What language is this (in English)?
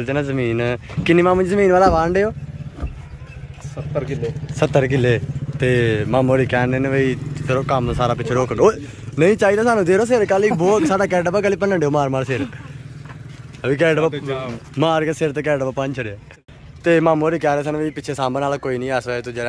Punjabi